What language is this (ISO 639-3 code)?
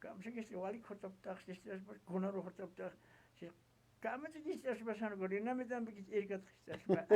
aym